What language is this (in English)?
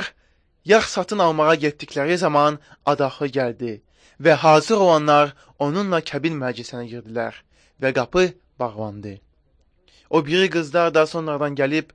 Azerbaijani